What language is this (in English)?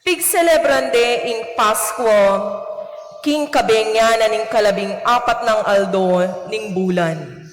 Pampanga